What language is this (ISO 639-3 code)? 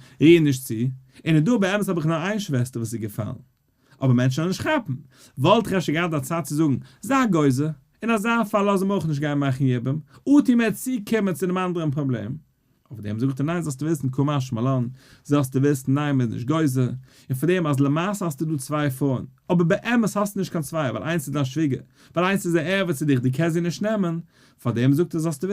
yid